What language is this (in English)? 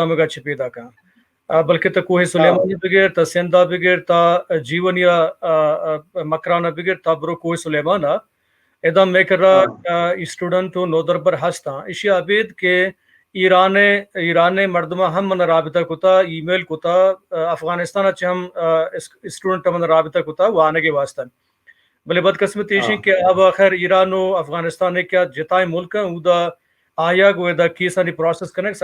Baluchi